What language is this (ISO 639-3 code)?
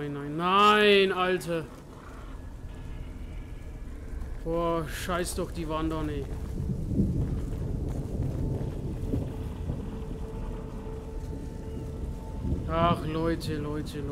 deu